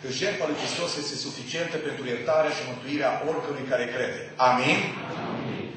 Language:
Romanian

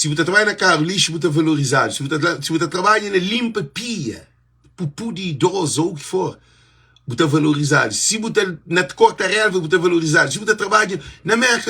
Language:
Kabuverdianu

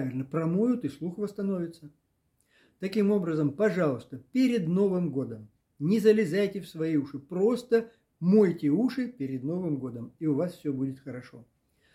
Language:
Russian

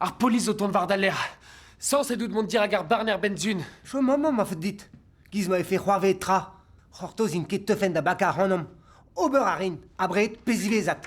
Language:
Breton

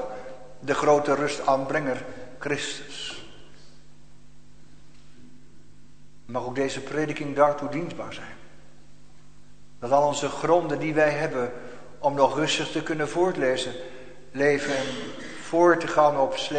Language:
Dutch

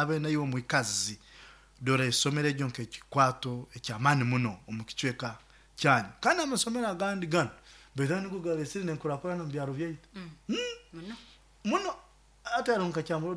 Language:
Nyoro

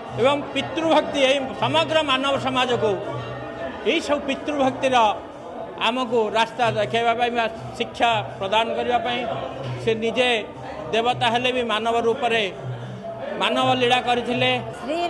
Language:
Odia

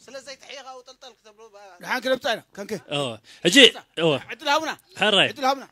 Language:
Tigrinya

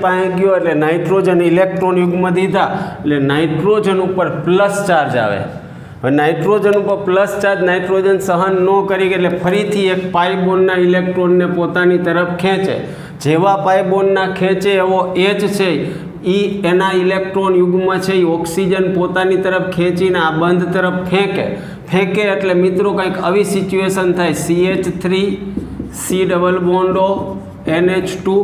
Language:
Gujarati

